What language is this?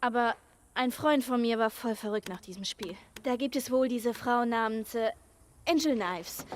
Bavarian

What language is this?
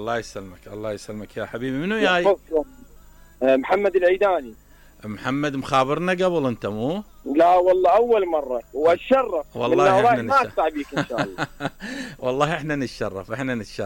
Mesopotamian Arabic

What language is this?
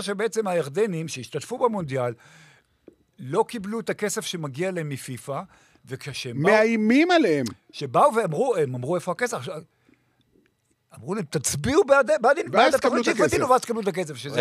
Hebrew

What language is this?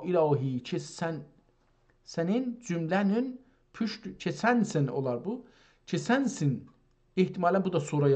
South Azerbaijani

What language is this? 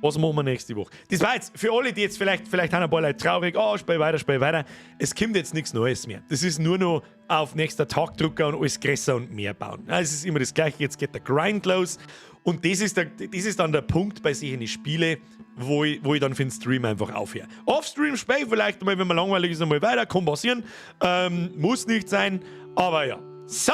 Bavarian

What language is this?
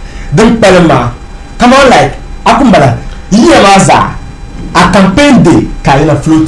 Dagbani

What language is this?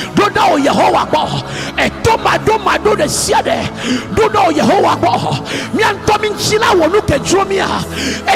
Ewe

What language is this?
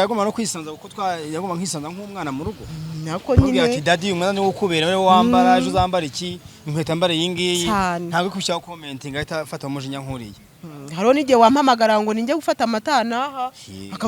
Kinyarwanda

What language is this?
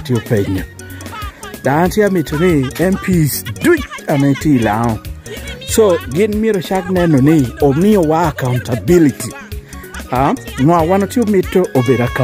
Lango (Uganda)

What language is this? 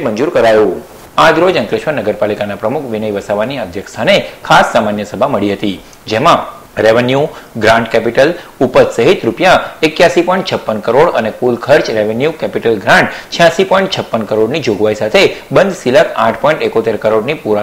Gujarati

